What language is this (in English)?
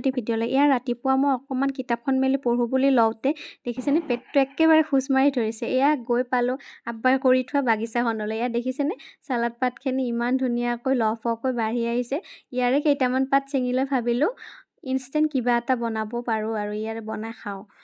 Assamese